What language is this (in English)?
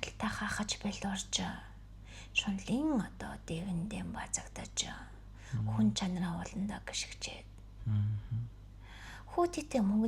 Mongolian